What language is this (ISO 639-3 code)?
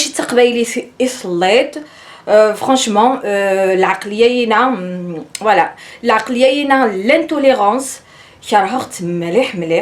kab